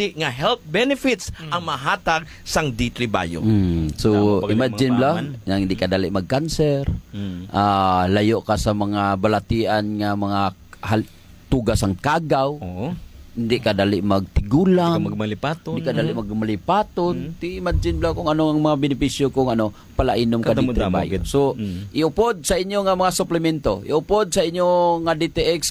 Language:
Hiligaynon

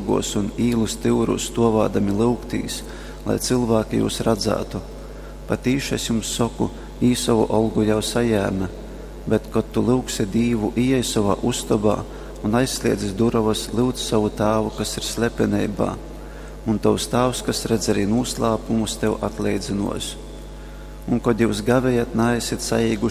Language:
Latgalian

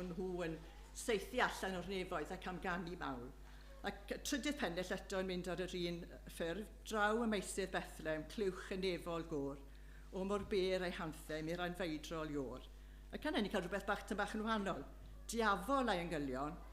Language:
Welsh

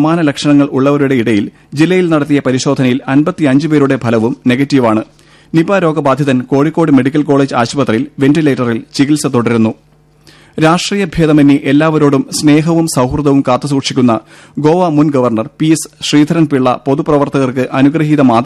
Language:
Malayalam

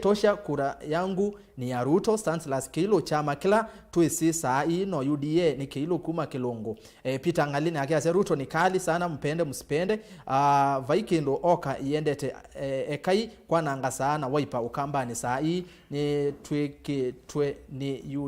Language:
Kamba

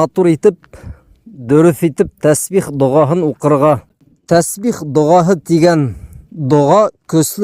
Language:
Bashkir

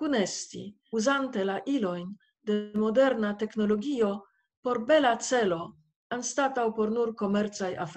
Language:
Esperanto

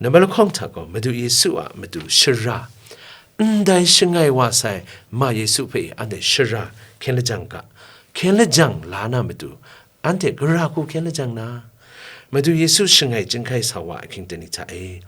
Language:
Kachin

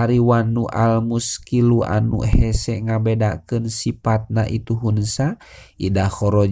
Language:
Sundanese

